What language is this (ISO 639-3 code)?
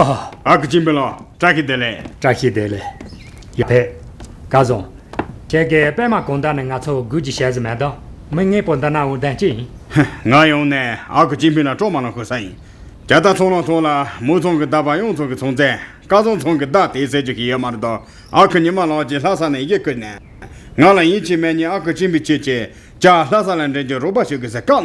bod